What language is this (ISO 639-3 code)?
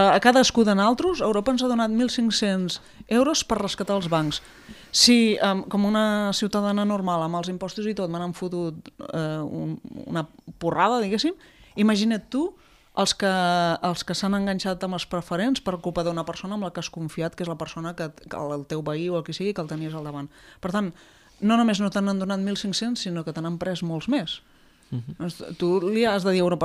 cat